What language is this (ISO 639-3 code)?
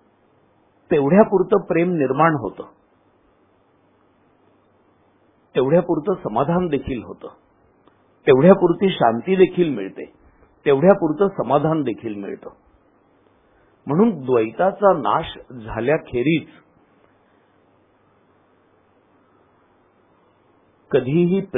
mar